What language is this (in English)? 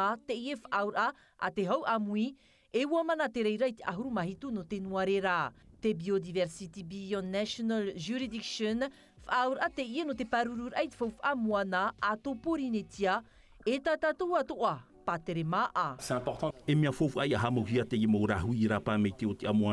Tahitian